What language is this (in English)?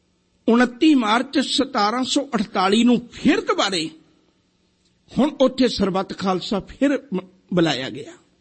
Punjabi